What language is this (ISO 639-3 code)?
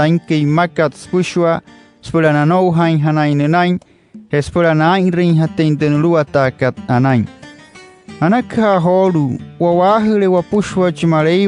guc